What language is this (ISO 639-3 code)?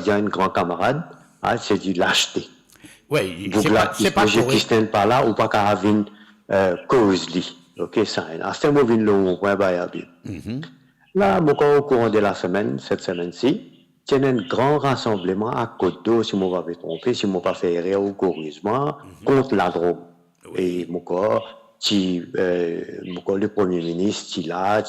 mfe